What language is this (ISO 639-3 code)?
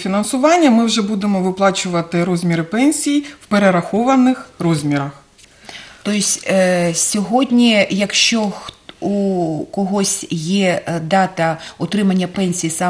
ukr